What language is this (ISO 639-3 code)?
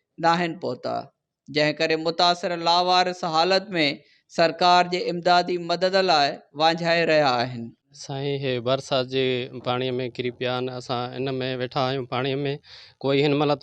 snd